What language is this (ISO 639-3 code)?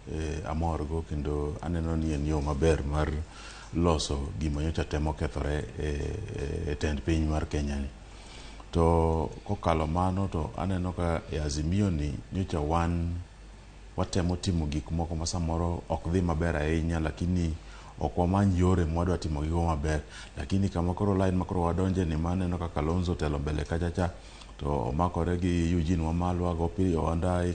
luo